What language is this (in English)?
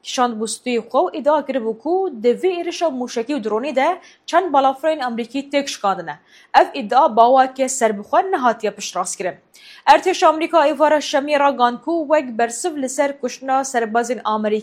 Kurdish